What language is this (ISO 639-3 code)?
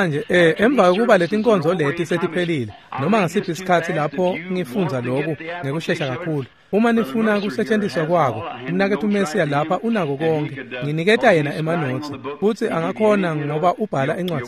ssw